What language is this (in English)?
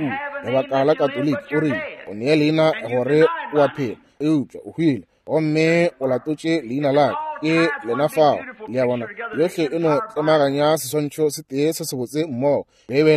Northern Sotho